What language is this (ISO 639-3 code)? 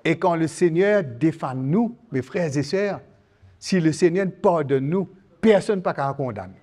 mfe